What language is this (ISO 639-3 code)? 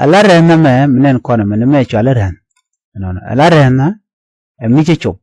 nus